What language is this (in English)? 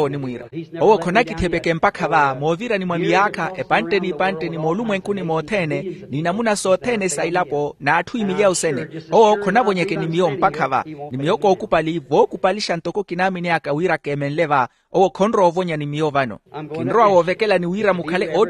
Makhuwa